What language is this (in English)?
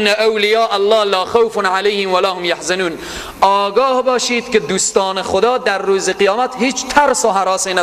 Persian